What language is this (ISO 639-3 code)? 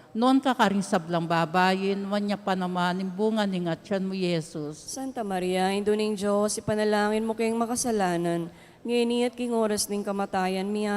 pam